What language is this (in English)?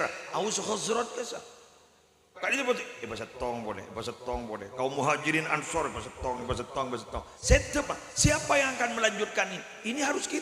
Madurese